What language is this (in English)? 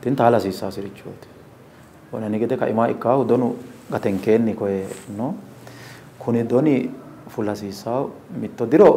Sidamo